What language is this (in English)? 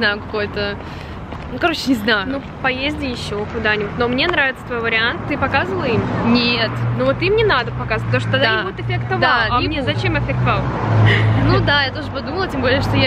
Russian